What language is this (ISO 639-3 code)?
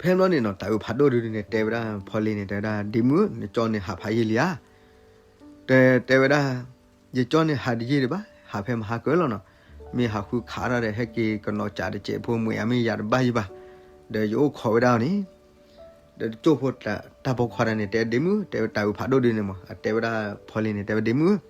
ksw